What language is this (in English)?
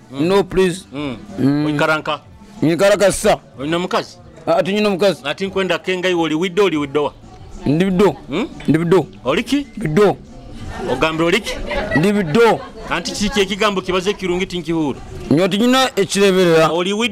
Nyoro